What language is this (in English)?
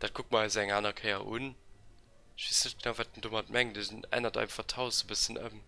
Luxembourgish